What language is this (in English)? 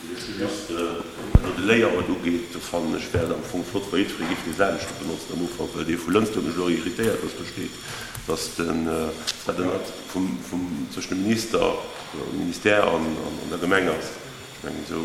Luxembourgish